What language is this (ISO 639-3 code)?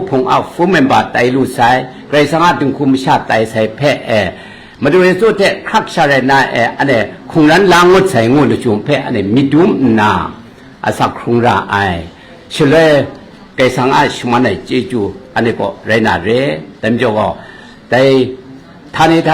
kac